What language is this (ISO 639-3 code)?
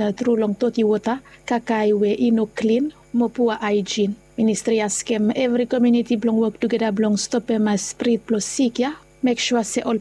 bis